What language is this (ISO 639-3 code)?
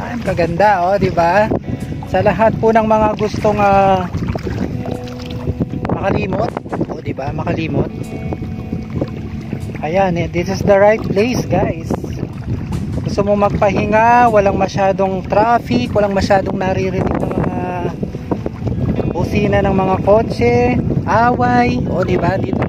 fil